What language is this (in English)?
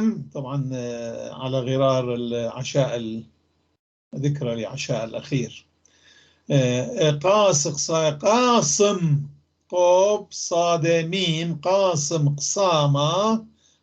North Levantine Arabic